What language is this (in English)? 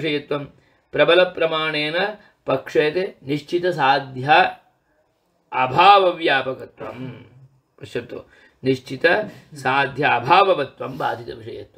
Sanskrit